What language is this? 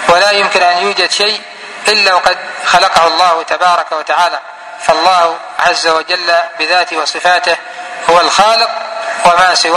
Arabic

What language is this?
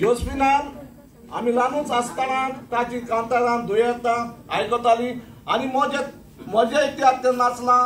Konkani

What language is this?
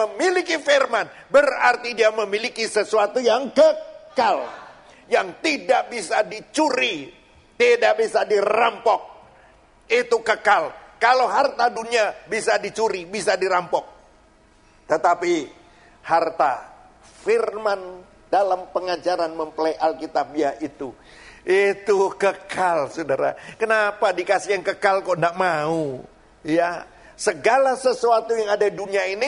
Indonesian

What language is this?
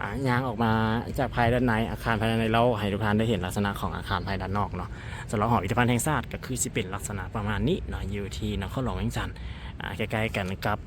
Lao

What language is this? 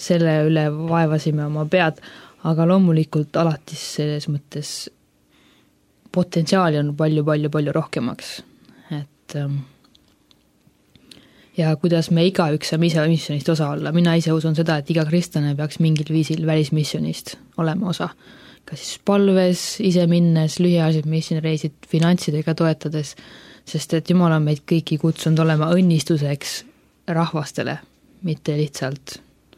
Estonian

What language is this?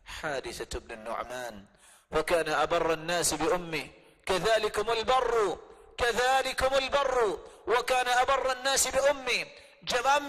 Urdu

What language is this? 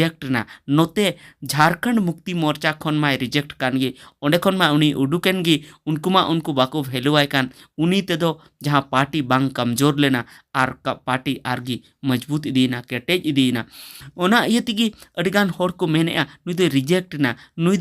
Santali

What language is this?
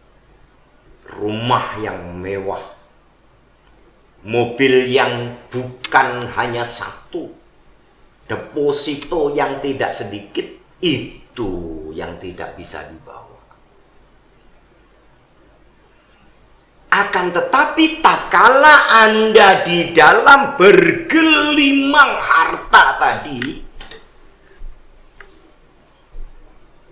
Indonesian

